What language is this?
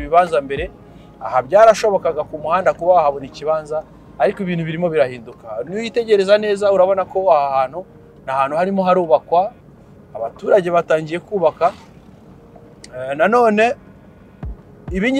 Kinyarwanda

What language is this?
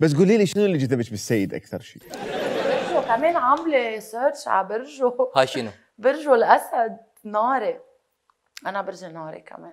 Mesopotamian Arabic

